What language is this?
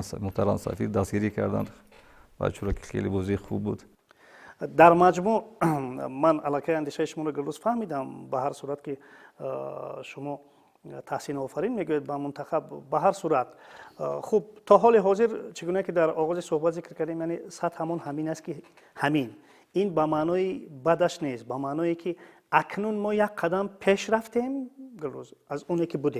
Tajik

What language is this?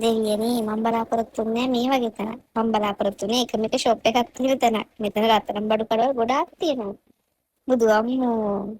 Sinhala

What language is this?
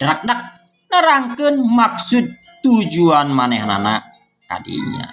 Sundanese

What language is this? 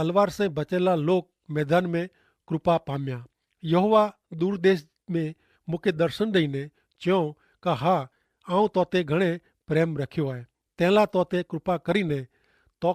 Kachhi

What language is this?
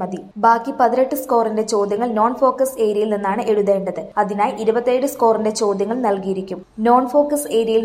Malayalam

